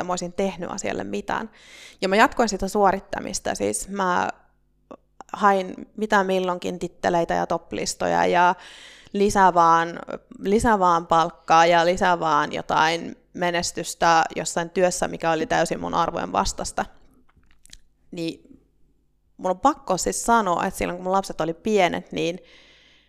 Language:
Finnish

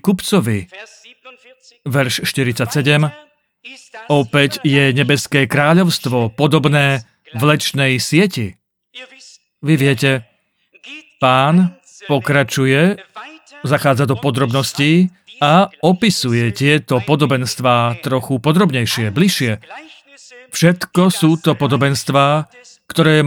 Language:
Slovak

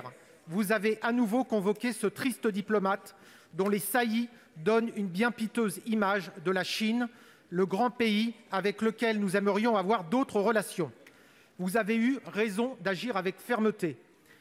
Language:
French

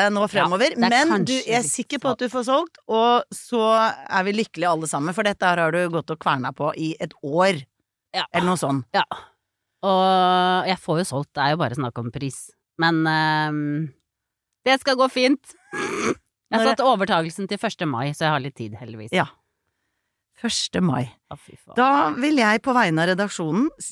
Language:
Norwegian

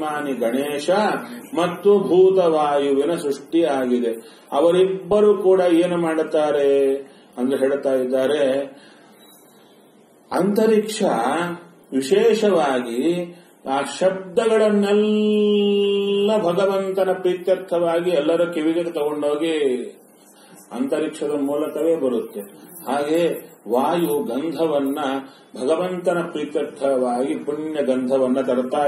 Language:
Kannada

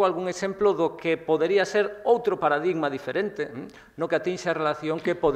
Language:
Galician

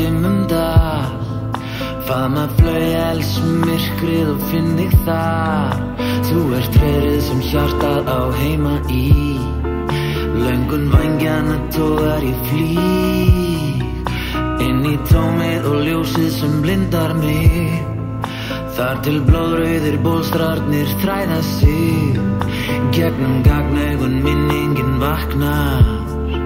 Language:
Icelandic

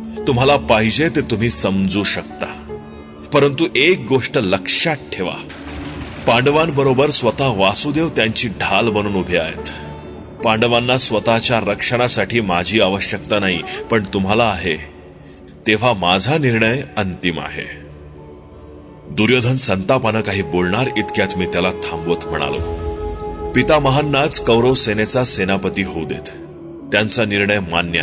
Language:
Marathi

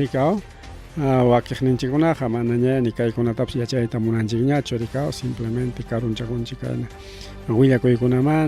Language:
Ayacucho Quechua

